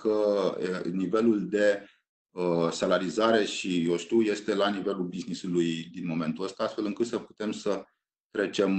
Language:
Romanian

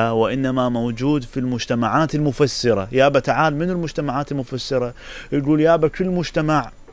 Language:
Mesopotamian Arabic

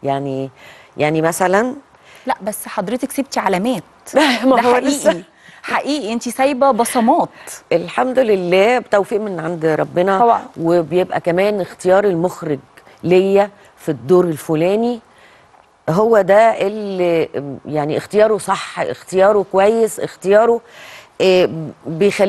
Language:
Egyptian Arabic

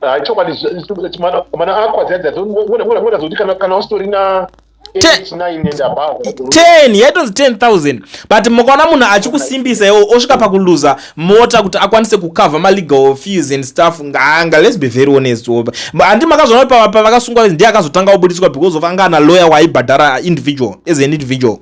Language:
Shona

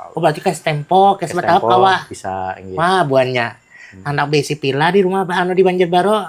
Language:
Banjar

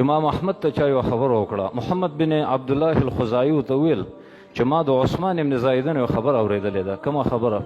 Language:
Pashto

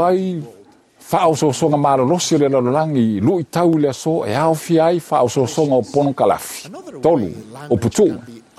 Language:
Samoan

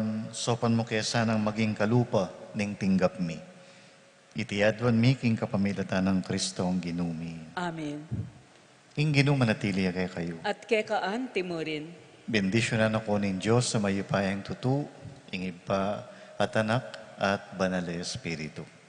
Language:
Pampanga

